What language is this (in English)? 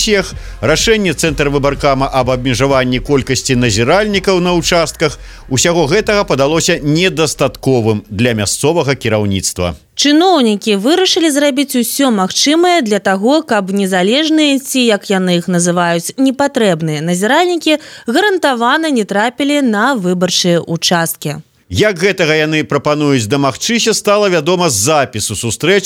Belarusian